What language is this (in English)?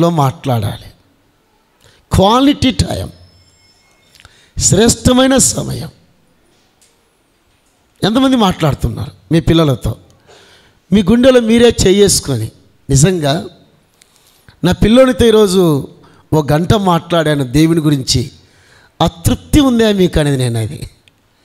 Telugu